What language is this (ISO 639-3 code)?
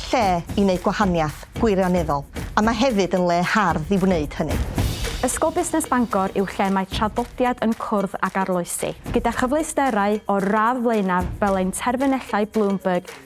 cym